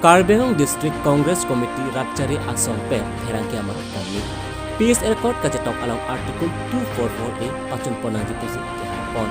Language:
Karbi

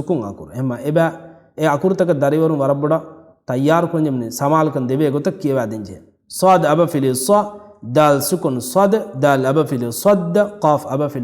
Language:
Divehi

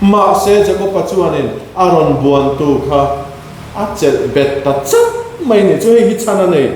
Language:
Mizo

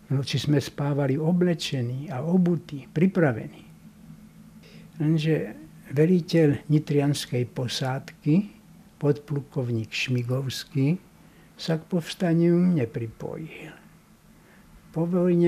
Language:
Slovak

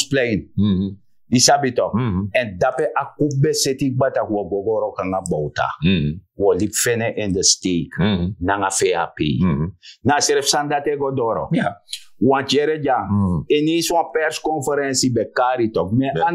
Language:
Sranan Tongo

